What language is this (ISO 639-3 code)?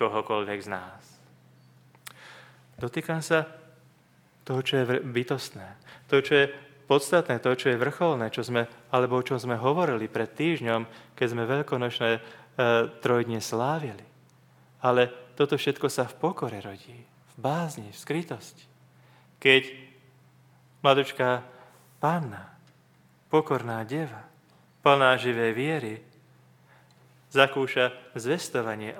slk